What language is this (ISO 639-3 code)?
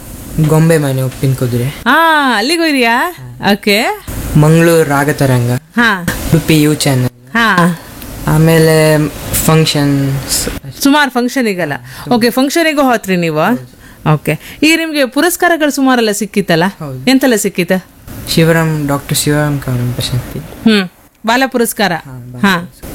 kan